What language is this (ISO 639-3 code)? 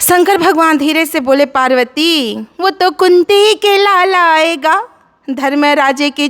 hne